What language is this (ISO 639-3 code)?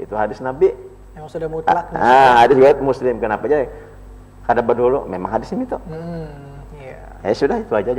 bjn